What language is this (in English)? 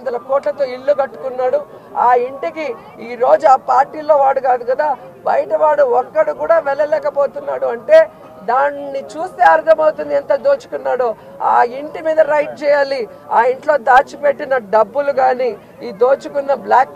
Telugu